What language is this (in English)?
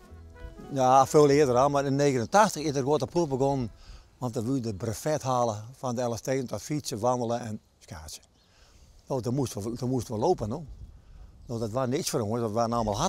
Western Frisian